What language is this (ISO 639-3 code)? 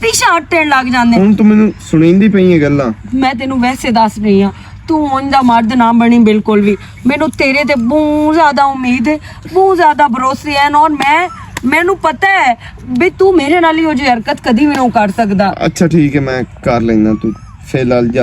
lah